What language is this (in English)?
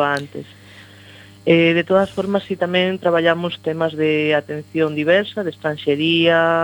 Galician